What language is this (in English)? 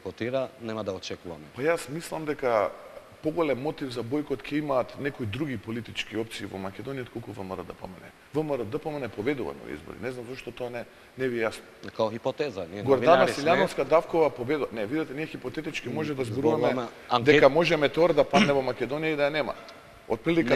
Macedonian